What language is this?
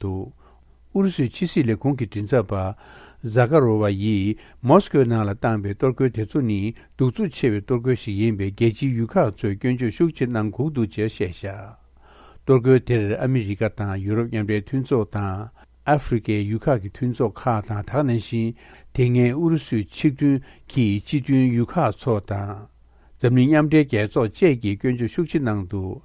Tibetan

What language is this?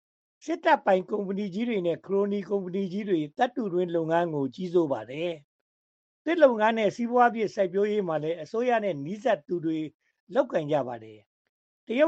Burmese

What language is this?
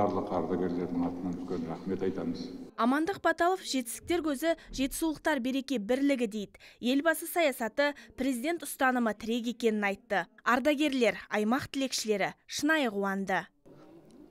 Kazakh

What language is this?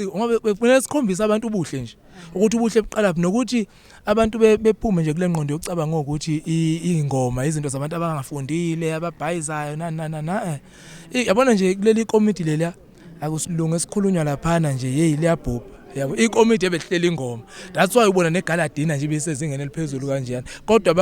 Zulu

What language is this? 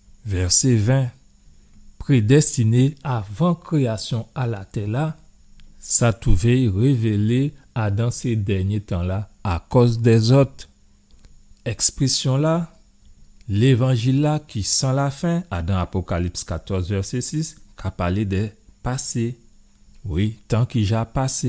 Guadeloupean Creole French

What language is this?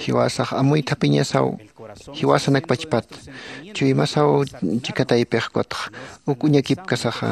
Aymara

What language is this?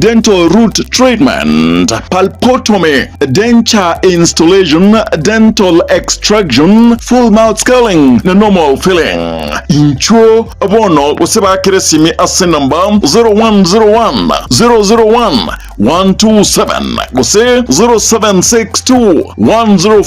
Gusii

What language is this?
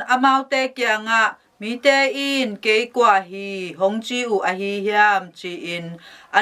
Tedim Chin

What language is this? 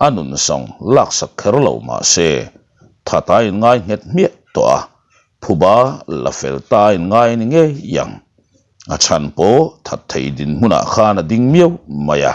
Mizo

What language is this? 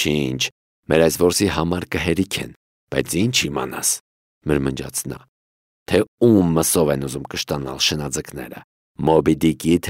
Armenian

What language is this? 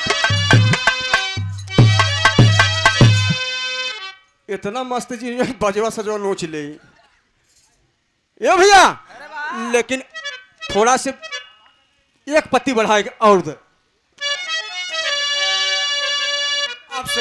Bhojpuri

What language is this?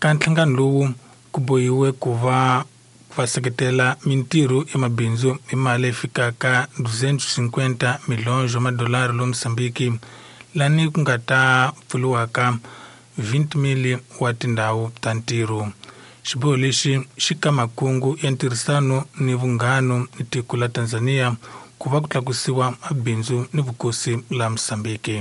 Tsonga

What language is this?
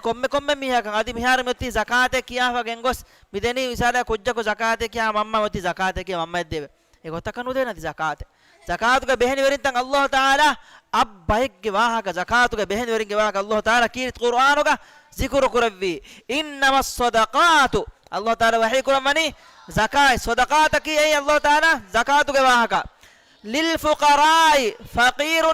Divehi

